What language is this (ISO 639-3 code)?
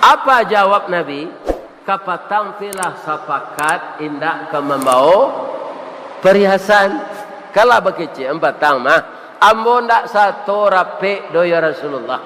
min